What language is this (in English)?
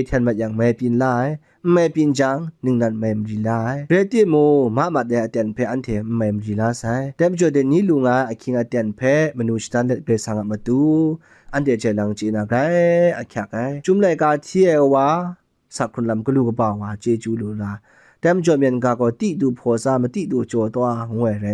Kachin